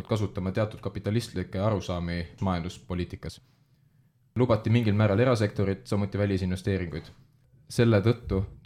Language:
Estonian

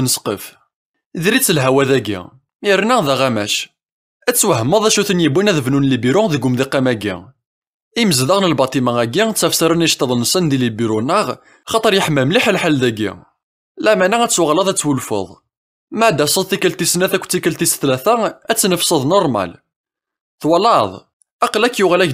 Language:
Kabyle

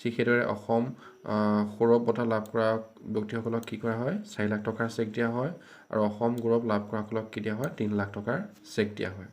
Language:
Assamese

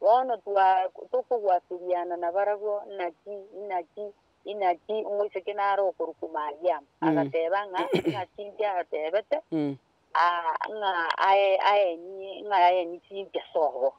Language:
Gusii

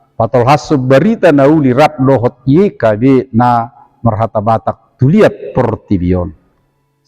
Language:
Batak Toba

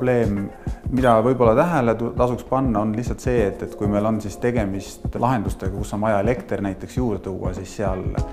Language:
Estonian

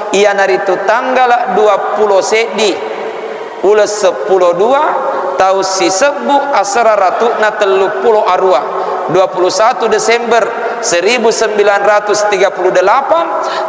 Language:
Buginese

